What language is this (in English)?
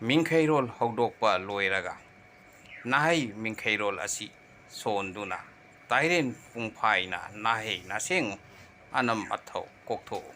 Manipuri